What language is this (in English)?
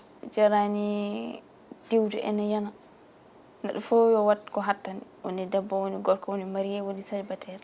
Fula